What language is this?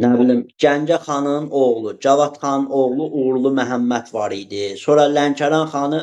Azerbaijani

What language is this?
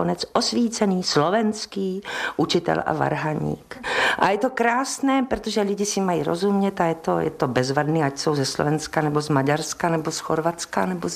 Czech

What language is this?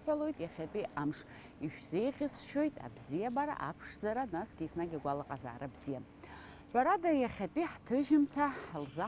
Abkhazian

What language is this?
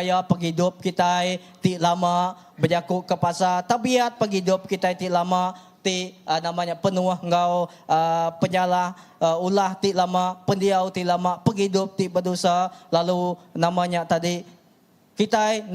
Iban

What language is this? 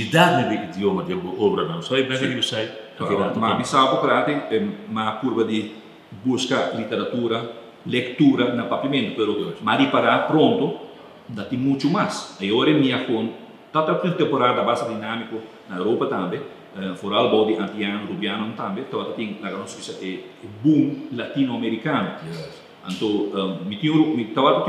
Papiamento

